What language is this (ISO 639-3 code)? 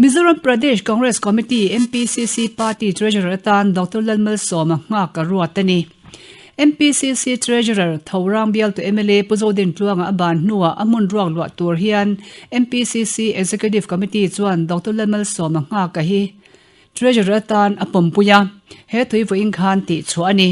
lus